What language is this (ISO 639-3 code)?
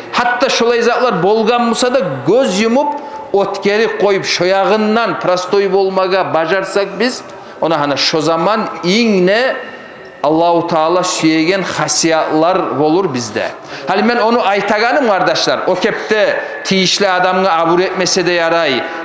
kum